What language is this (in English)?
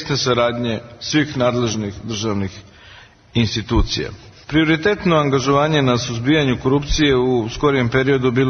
Serbian